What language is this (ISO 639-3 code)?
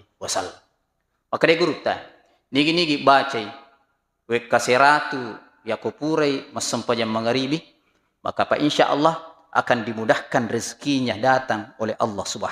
bug